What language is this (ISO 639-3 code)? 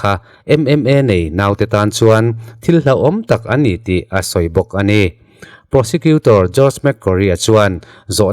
lus